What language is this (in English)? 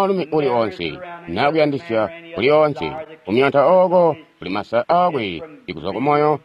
Tonga (Zambia)